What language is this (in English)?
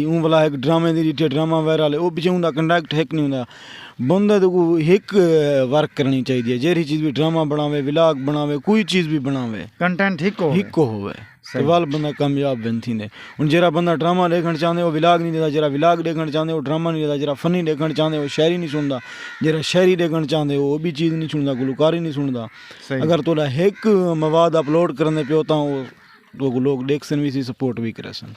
Saraiki